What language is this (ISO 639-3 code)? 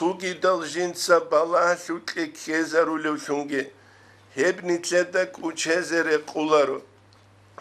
ava